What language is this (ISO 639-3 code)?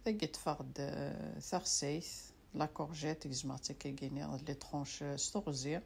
kab